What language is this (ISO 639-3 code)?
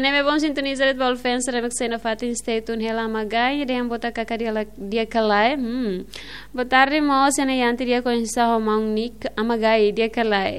tet